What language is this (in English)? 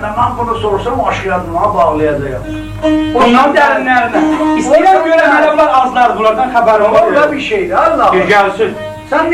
South Azerbaijani